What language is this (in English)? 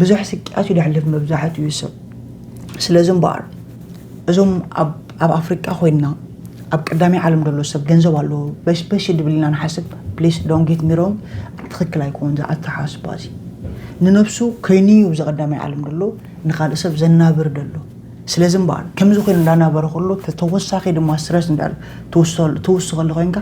Tigrinya